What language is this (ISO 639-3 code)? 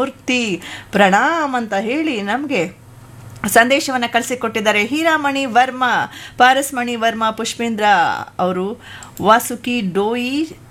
kan